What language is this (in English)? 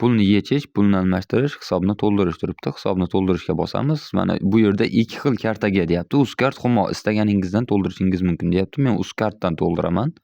Uzbek